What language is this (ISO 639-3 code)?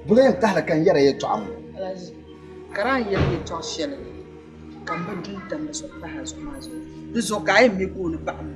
dag